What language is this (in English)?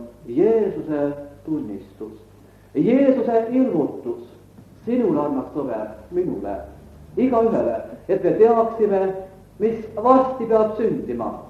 Estonian